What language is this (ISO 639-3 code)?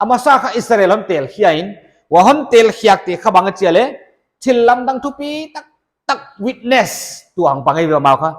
pck